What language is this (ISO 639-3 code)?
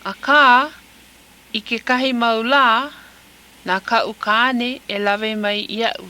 haw